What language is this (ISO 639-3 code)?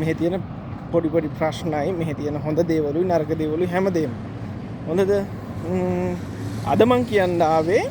sin